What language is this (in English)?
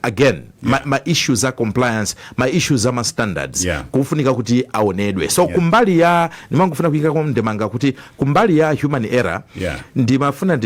Nyanja